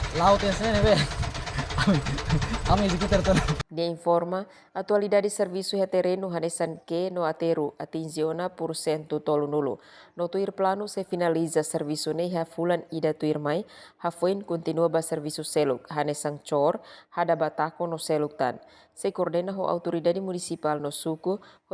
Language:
Tetum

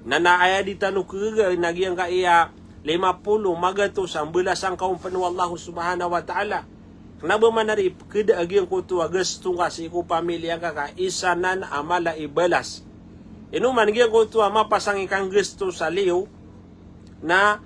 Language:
Maranao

